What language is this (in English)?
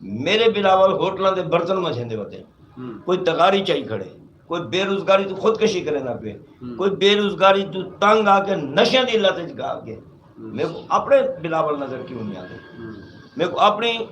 Saraiki